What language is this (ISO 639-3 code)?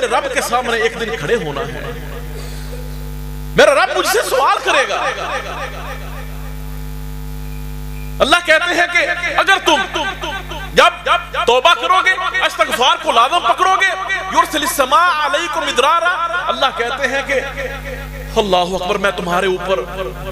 urd